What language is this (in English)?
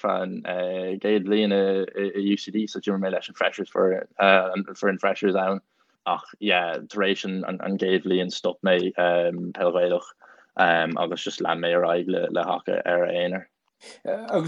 Irish